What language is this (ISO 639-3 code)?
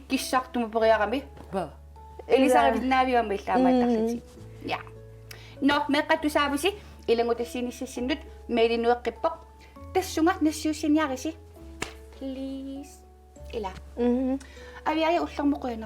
kal